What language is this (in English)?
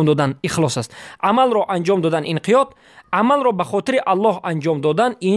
Persian